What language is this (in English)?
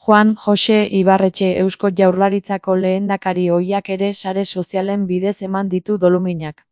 Basque